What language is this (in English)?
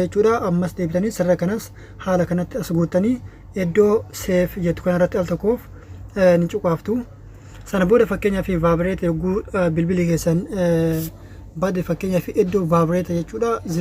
Oromo